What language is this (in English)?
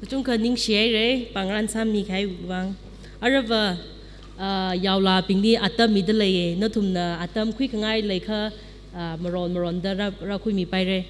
Tangkhul Naga (India)